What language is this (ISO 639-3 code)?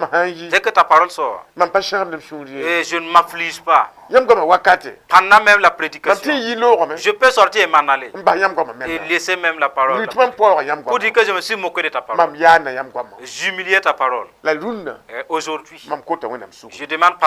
mos